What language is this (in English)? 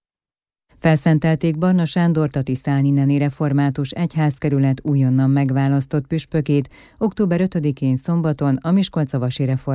Hungarian